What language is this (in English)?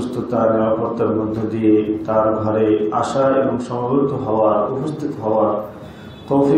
Bangla